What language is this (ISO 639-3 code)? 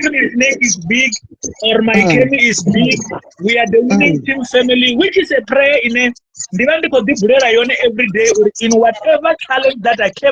ven